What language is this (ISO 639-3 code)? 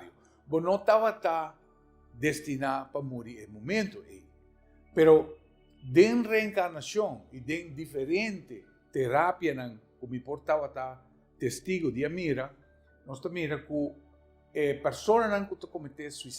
pap